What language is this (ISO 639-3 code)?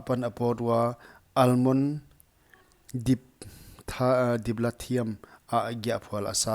pck